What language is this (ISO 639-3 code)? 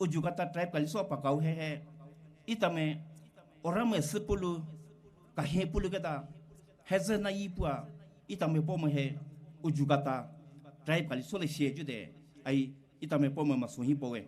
pmx